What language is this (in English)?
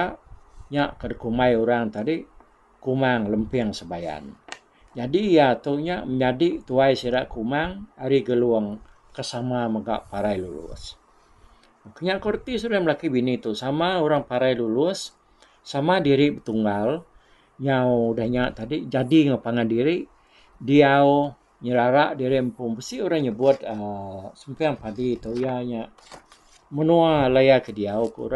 Iban